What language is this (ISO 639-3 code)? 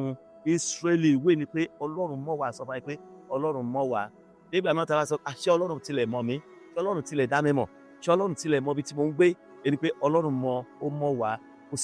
yor